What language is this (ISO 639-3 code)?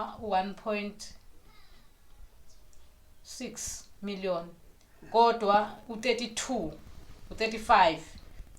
zul